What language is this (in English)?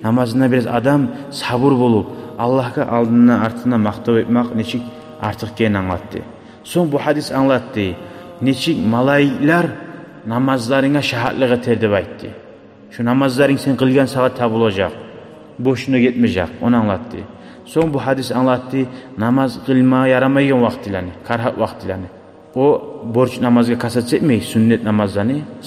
Kumyk